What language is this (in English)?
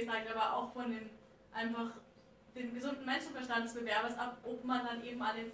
German